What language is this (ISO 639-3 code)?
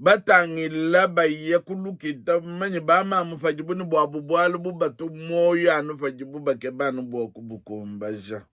lua